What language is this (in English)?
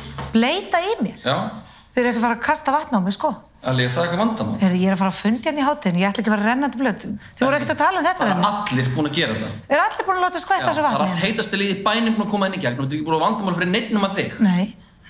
Icelandic